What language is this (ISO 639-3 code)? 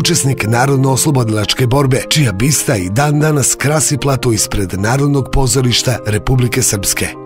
srp